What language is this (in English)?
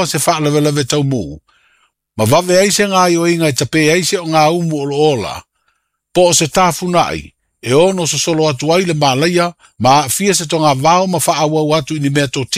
Samoan